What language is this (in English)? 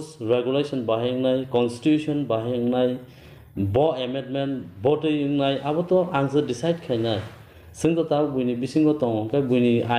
Kok Borok